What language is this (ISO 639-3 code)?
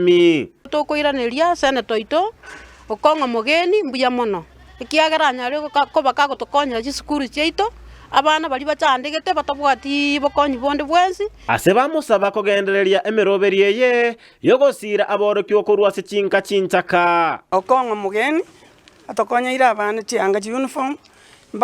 guz